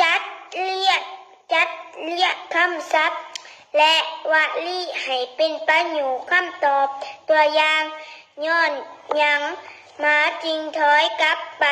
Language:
Lao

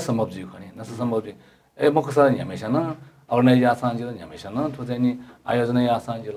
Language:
Newari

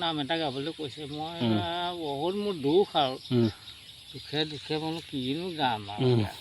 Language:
Assamese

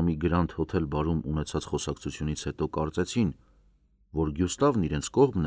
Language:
Armenian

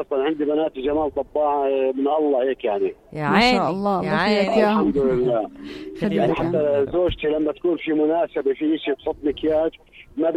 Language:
North Levantine Arabic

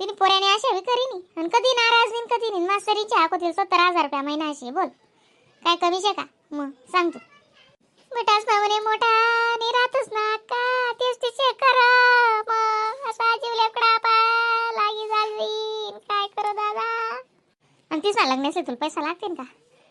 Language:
Khandesi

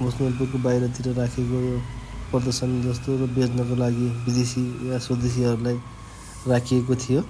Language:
Nepali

